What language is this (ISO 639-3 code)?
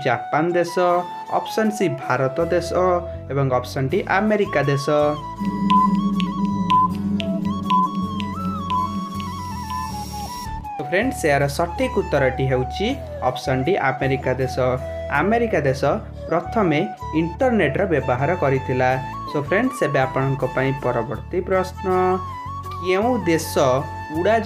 ori